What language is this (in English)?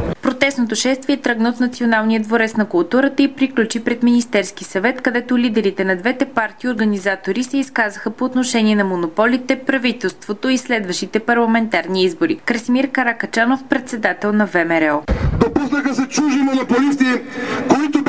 Bulgarian